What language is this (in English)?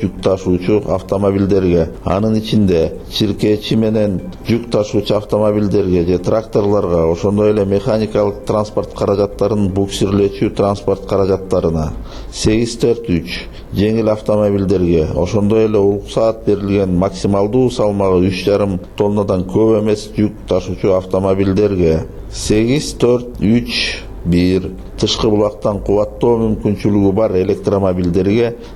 Kyrgyz